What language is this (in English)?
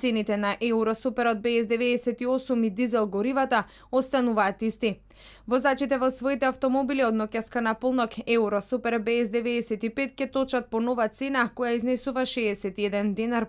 Macedonian